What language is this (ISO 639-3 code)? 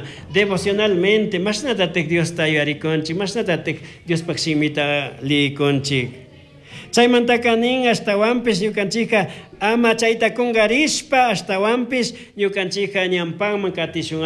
qug